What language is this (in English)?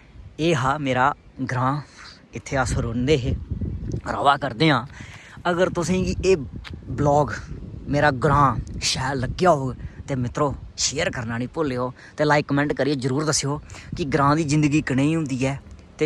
Dogri